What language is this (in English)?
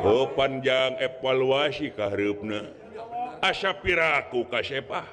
Sundanese